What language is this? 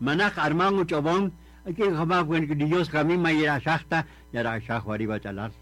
Kaqchikel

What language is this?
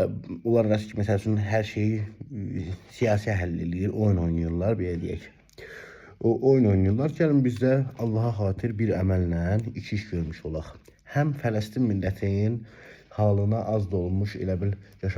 Azerbaijani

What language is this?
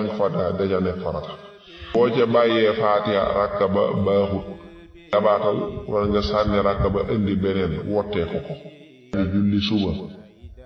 Wolof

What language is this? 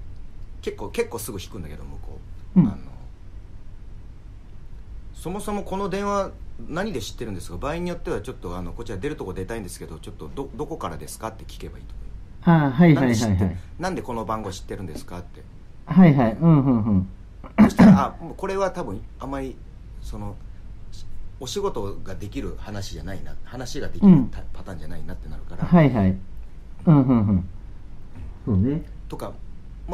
Japanese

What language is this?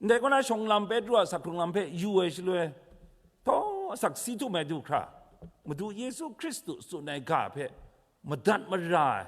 Kachin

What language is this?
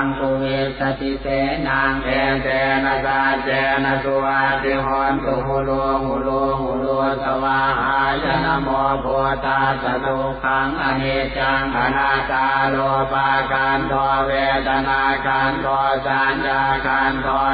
Pali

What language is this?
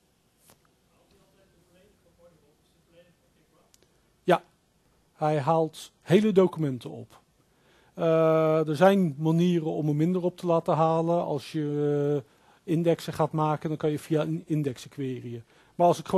Dutch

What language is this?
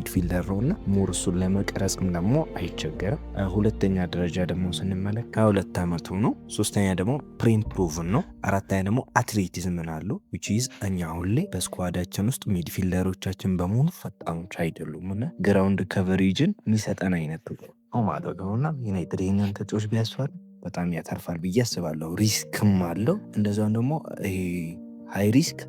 Amharic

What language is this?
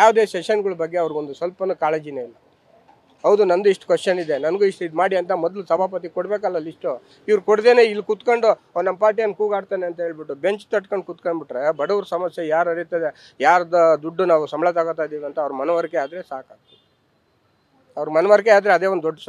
Kannada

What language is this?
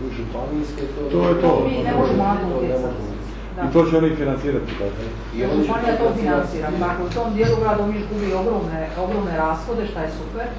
Croatian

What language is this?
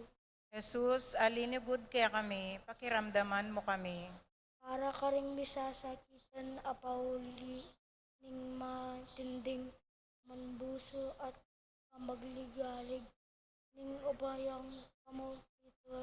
Pampanga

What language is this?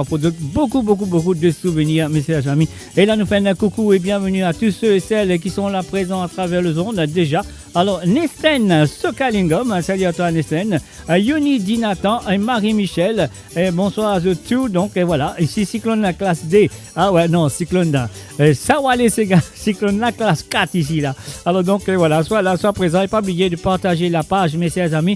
Morisyen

